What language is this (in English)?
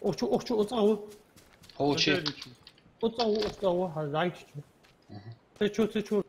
Ingush